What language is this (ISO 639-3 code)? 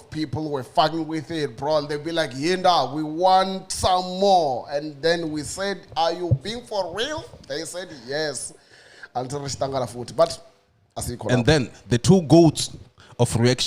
ven